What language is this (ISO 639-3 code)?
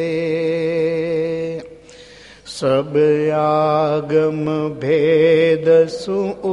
guj